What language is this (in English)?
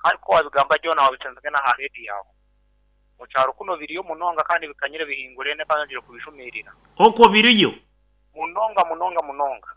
Nyankole